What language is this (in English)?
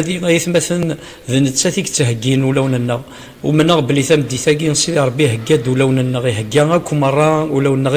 Kabyle